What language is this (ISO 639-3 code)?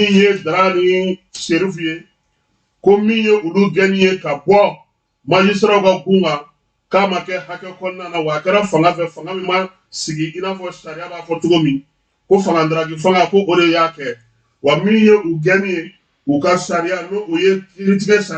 bam